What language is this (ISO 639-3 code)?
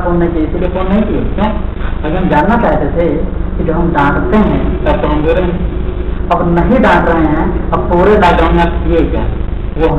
hin